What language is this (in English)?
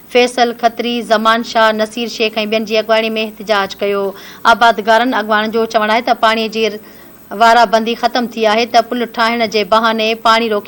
Sindhi